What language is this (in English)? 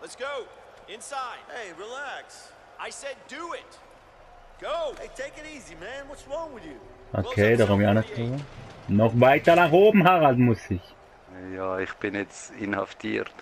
Swiss German